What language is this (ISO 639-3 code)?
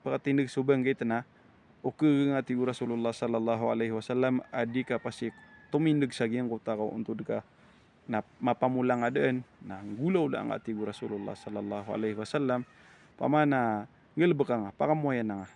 mrw